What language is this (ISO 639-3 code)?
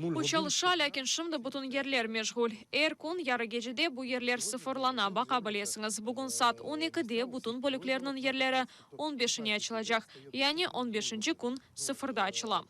crh